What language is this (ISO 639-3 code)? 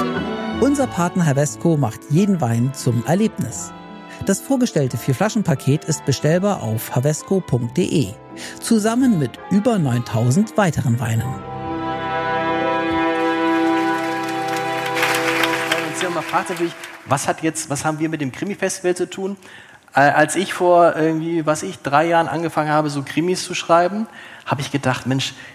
deu